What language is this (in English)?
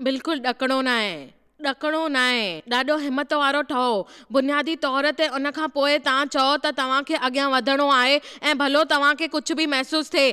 Sindhi